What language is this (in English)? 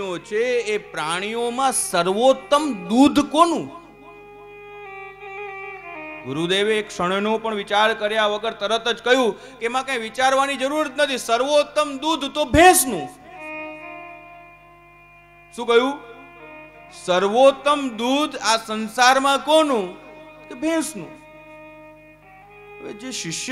Gujarati